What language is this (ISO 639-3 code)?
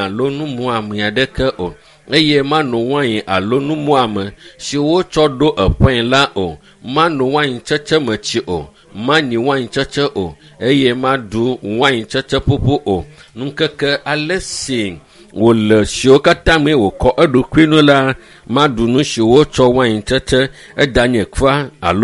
ewe